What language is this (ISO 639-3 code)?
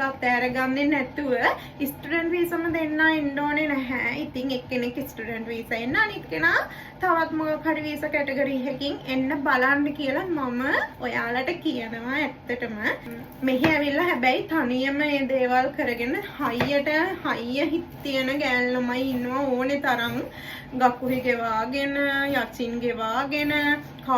sin